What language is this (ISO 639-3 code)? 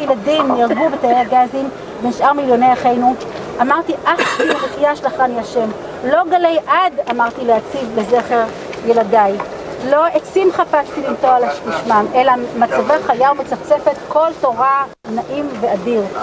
heb